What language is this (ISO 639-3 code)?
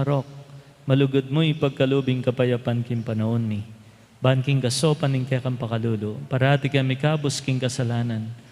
pam